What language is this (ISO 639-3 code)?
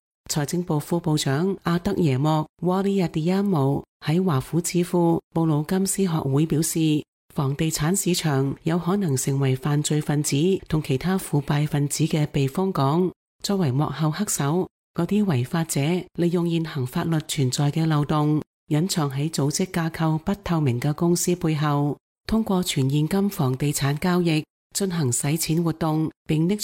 yue